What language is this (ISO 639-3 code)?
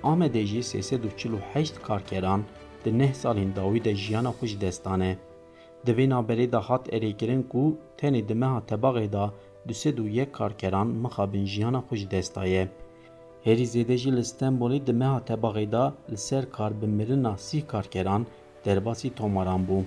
kur